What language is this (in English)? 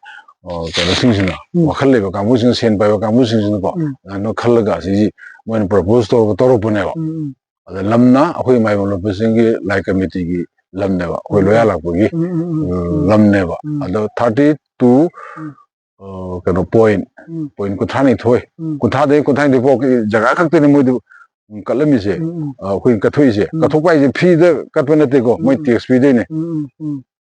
Manipuri